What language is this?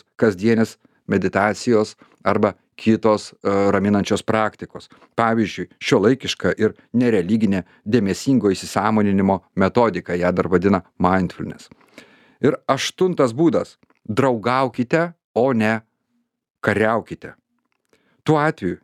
Lithuanian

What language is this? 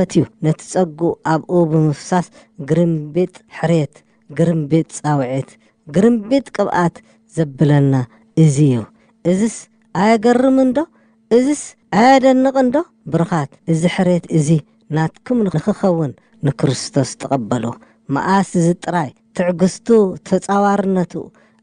Tigrinya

